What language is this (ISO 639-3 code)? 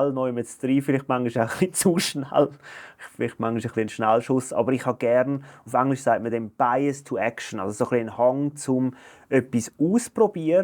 gsw